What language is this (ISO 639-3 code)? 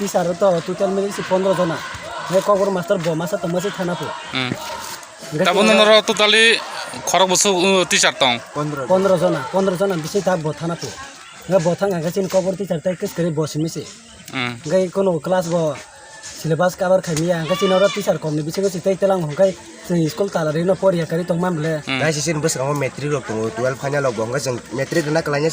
trp